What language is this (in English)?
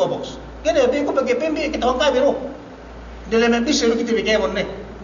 Yakan